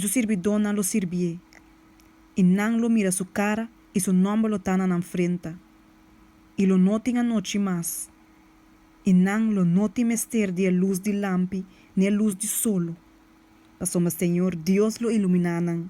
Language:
Papiamento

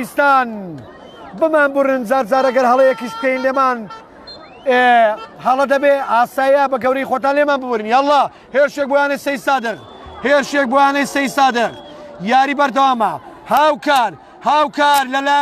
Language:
Central Kurdish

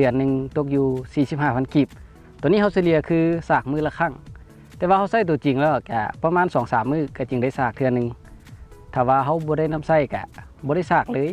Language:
Lao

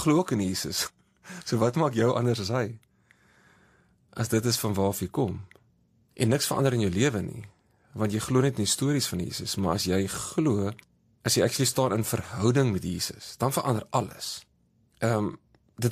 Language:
Afrikaans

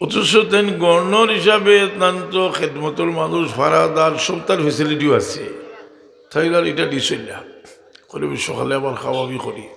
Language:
Sylheti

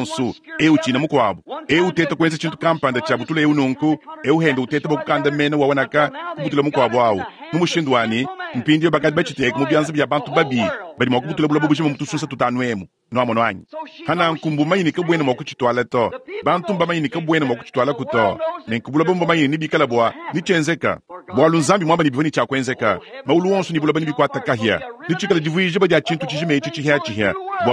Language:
Luba-Lulua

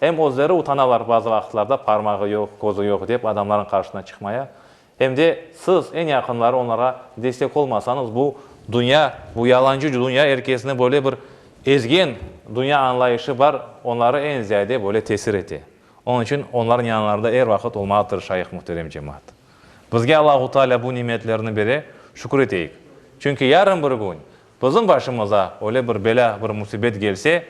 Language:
Crimean Tatar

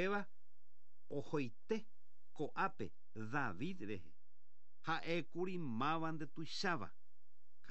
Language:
Guarani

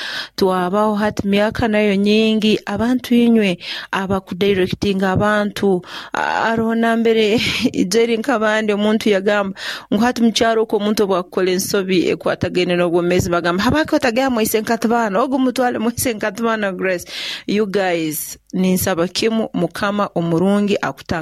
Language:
Nyoro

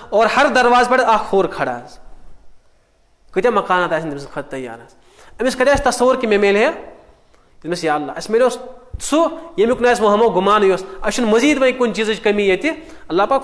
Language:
Kashmiri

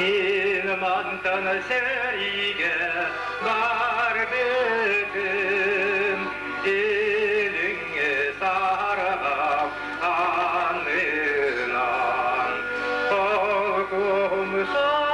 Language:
Yakut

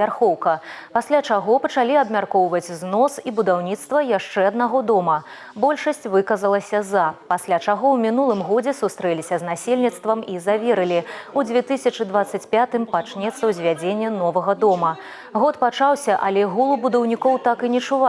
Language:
Belarusian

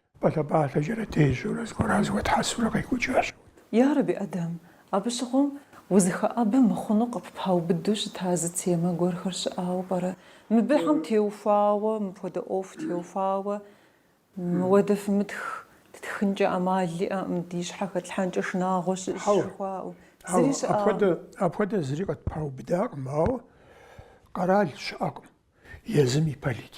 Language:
Kabardian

